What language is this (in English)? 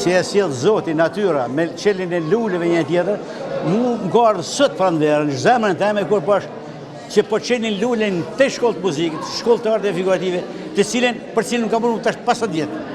Albanian